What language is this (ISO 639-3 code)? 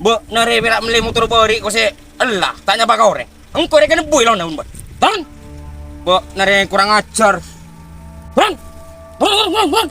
mad